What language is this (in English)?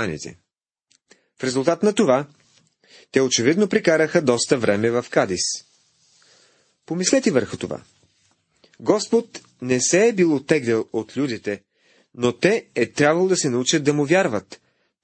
Bulgarian